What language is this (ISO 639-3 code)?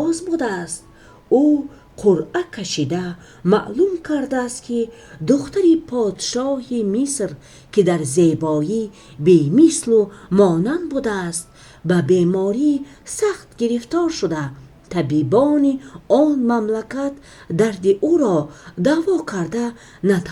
tgk